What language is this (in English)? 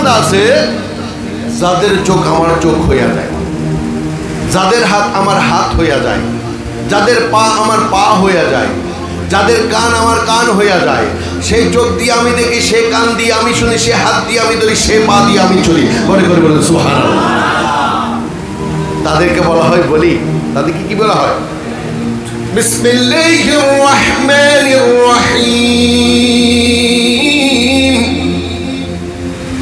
Bangla